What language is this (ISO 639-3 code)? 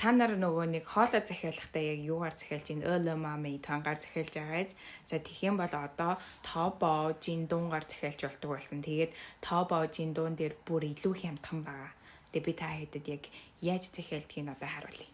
mon